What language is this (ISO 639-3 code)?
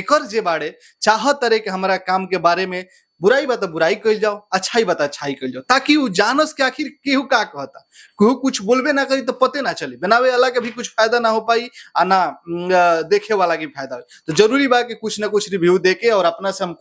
bho